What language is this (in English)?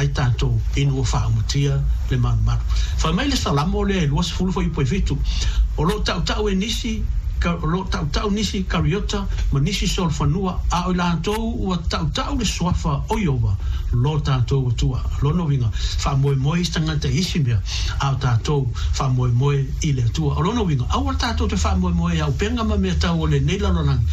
Samoan